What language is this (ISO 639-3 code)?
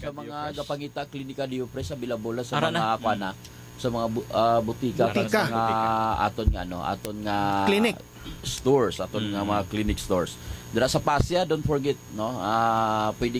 hil